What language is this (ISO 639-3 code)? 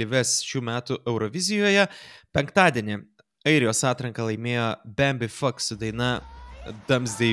lit